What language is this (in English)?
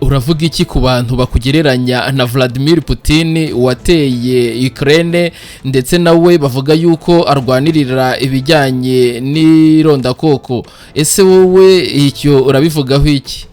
Kinyarwanda